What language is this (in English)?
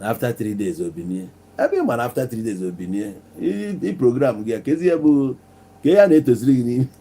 Igbo